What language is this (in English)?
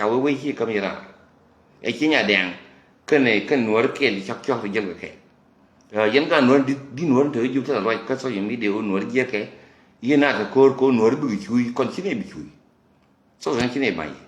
Nuer